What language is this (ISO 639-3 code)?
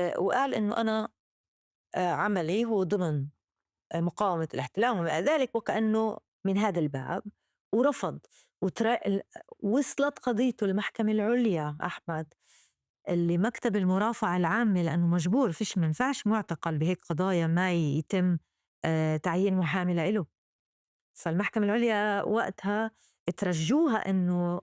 apc